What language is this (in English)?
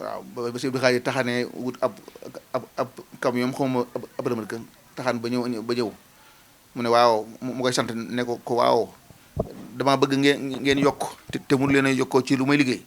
Wolof